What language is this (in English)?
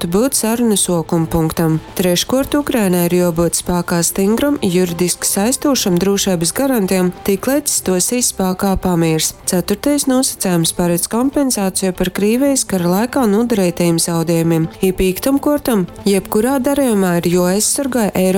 Latgalian